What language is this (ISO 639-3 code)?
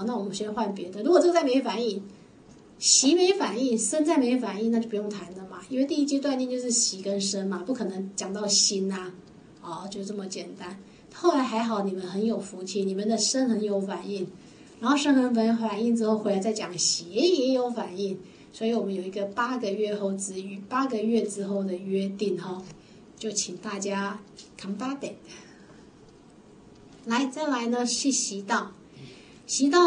zho